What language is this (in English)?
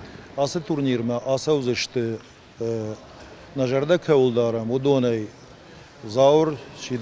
Ossetic